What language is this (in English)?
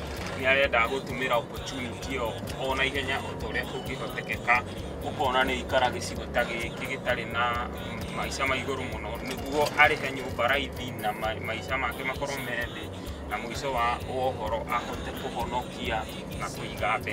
Kikuyu